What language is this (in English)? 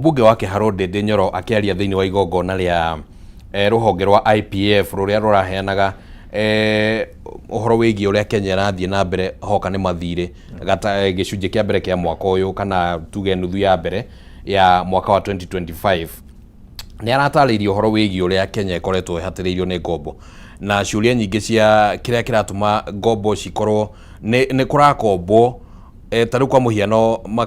Kikuyu